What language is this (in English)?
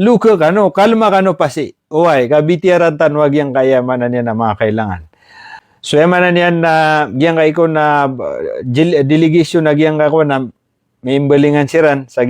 Maranao